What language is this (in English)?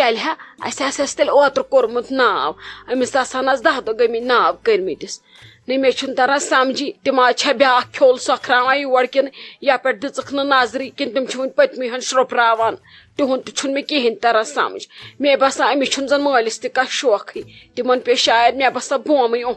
Kashmiri